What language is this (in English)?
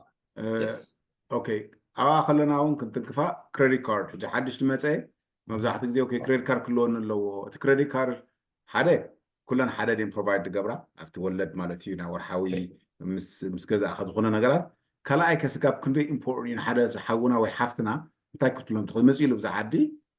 Tigrinya